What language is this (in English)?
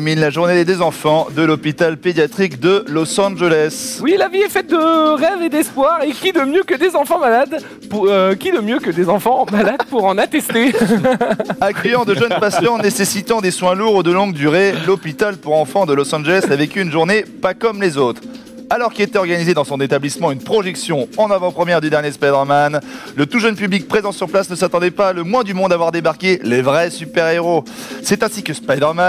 French